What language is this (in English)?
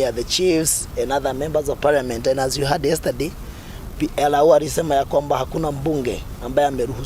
Meru